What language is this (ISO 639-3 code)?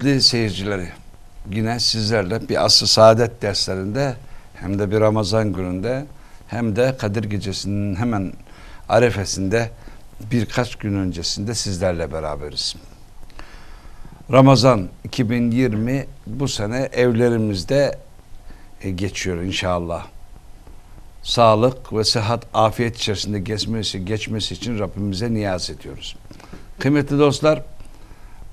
tur